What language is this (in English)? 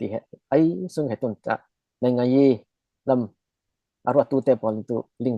Falam Chin